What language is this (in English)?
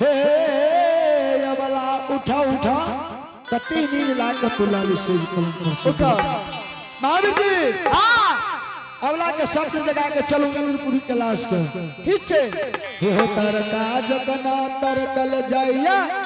Angika